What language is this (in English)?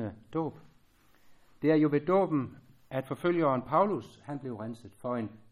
Danish